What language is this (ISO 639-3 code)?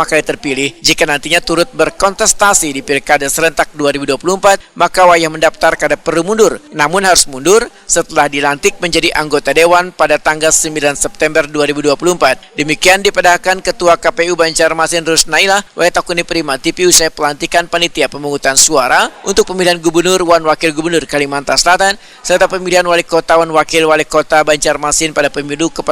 bjn